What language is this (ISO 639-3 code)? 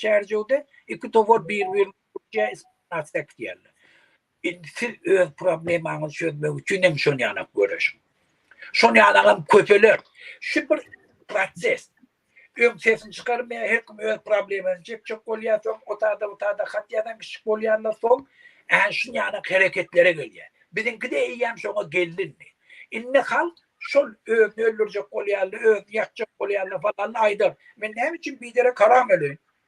tuk